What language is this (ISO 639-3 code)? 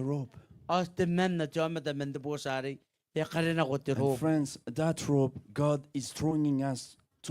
gil